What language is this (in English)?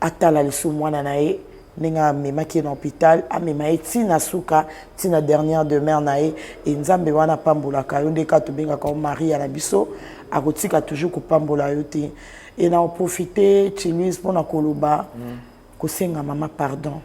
Lingala